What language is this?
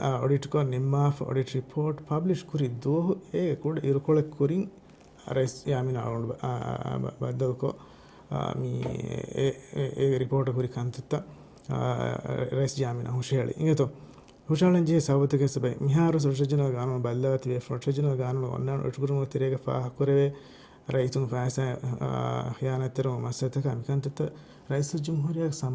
Divehi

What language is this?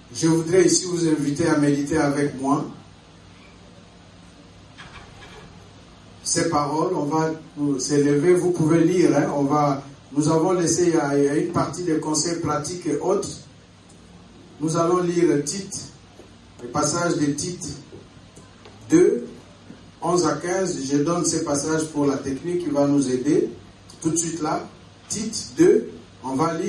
French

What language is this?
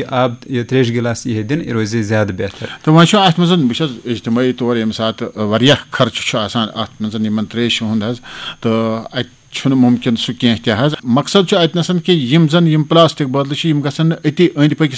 Kashmiri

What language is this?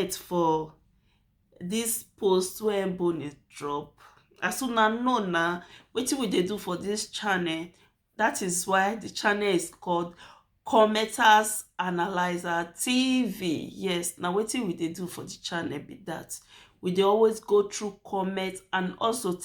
Nigerian Pidgin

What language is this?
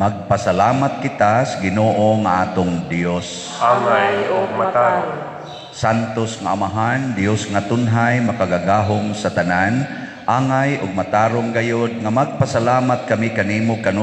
Cebuano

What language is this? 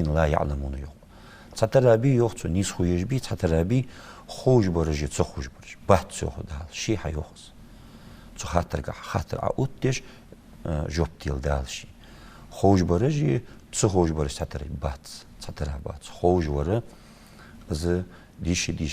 Ingush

